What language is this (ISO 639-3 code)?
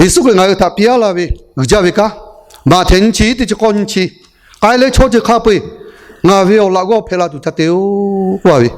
lhu